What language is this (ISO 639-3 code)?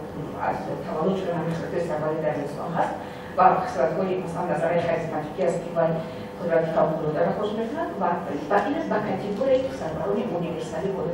tgk